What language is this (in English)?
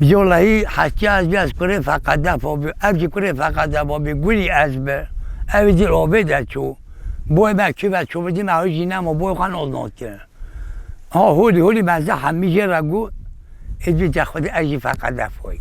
Kurdish